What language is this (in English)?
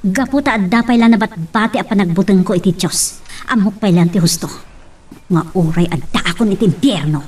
Iloko